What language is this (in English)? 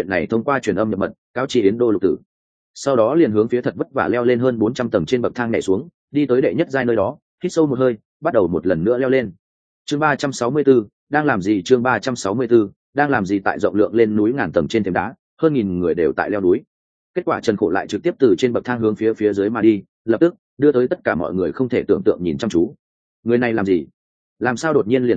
Vietnamese